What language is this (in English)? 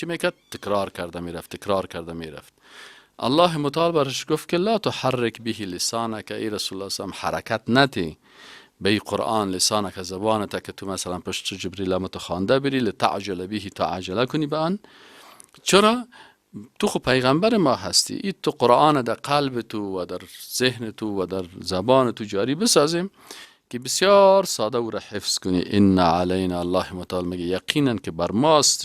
Persian